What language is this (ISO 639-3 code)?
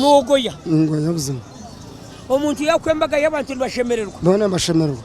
nyn